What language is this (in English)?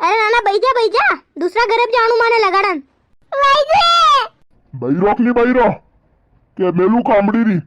Rajasthani